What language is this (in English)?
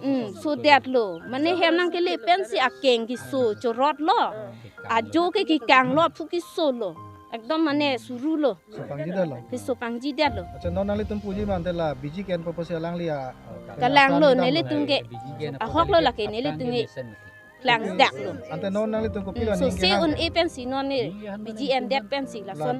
Karbi